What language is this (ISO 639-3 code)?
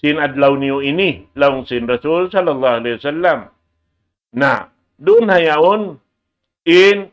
tsg